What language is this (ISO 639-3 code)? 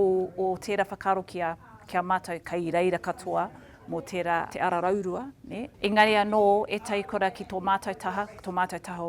mri